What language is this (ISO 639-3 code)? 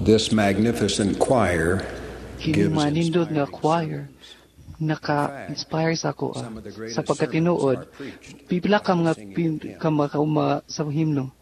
ceb